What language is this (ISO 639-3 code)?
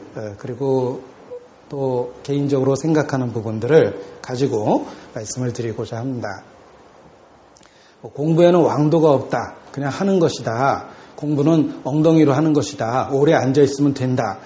kor